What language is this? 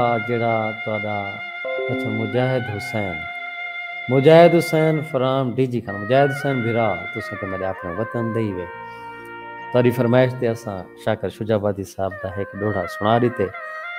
Saraiki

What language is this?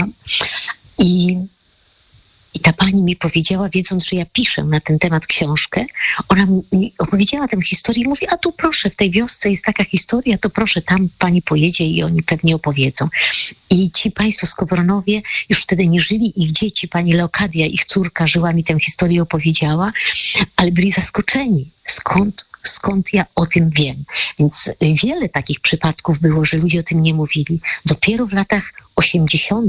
Polish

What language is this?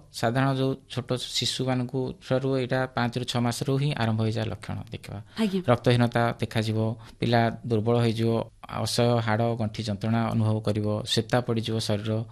Odia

